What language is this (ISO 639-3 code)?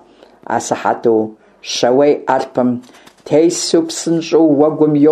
kbd